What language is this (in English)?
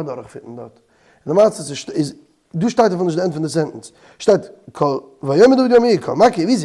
Yiddish